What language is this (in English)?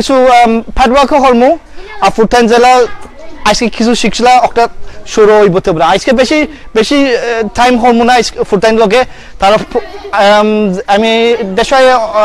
Sylheti